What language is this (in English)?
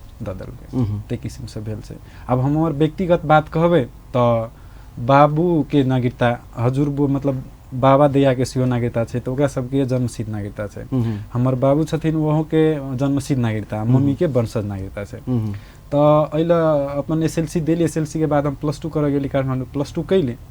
Maithili